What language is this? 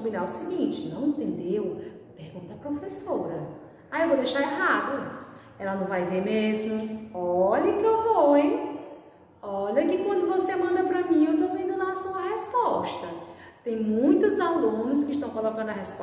Portuguese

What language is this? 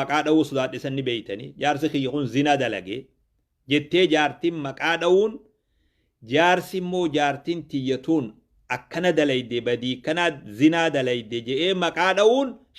Oromo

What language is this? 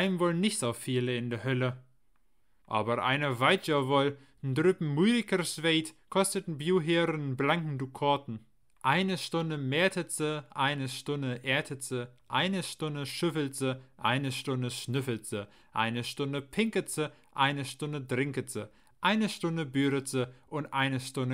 Low German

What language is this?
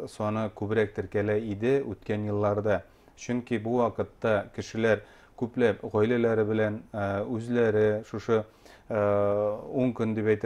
Bashkir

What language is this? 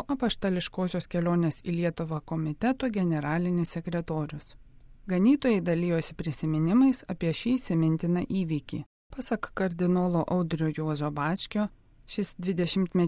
Lithuanian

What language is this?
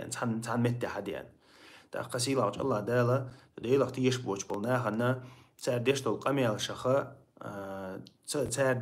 Chechen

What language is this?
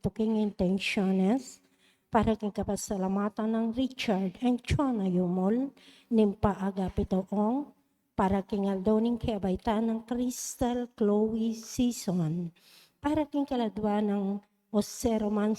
Pampanga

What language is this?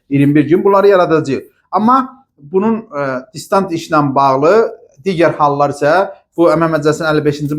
Azerbaijani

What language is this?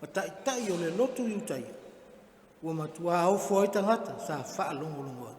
Samoan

